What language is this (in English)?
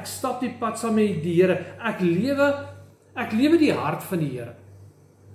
Afrikaans